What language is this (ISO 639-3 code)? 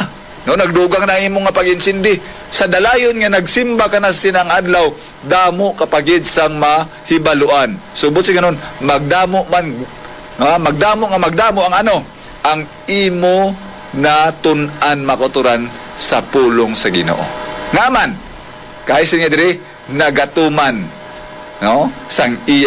hil